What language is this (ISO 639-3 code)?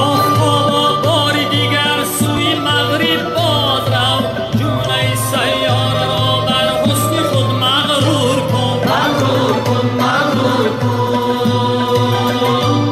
tgk